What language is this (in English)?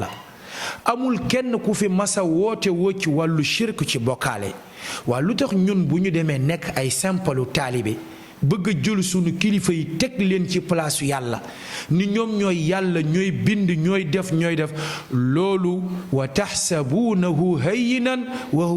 Wolof